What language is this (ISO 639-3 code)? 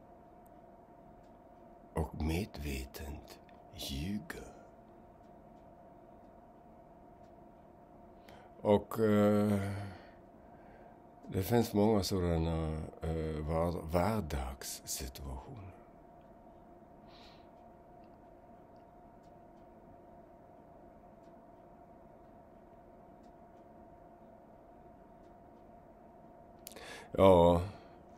swe